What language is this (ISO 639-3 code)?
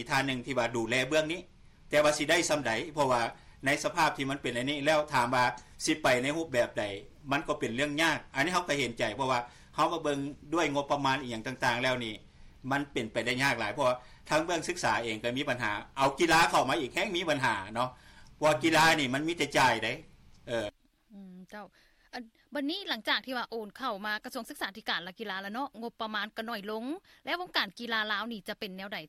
lao